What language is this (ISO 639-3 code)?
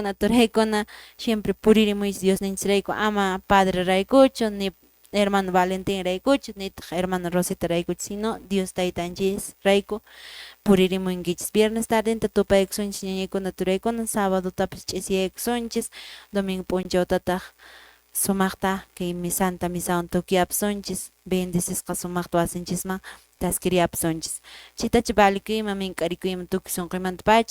que